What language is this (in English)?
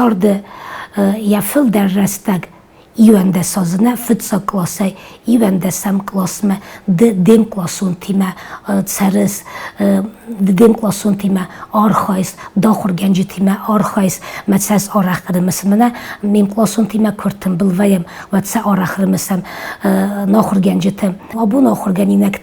Ossetic